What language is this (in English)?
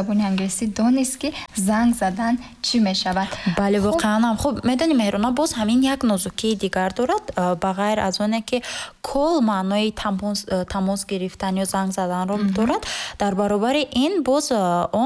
Tajik